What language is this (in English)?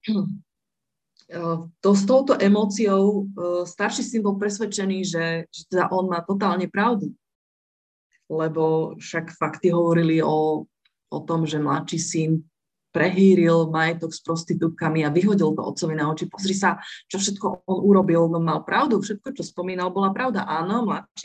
Slovak